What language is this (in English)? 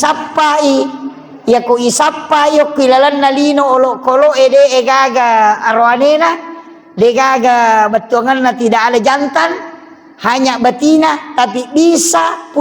Buginese